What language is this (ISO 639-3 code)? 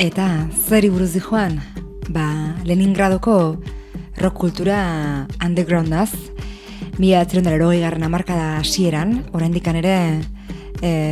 eus